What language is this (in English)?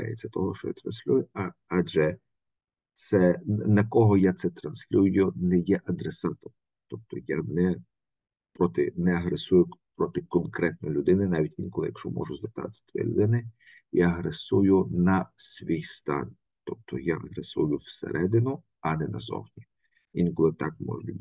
Ukrainian